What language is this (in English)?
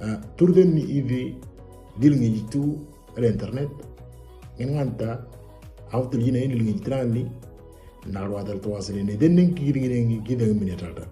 Moro